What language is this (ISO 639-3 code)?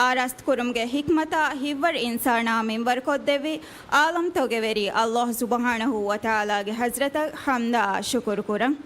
div